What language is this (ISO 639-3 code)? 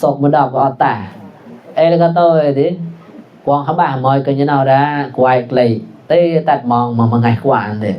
mnw